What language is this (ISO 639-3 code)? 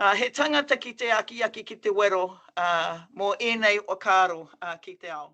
mri